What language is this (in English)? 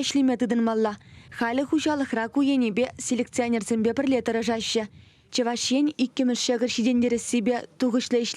Chuvash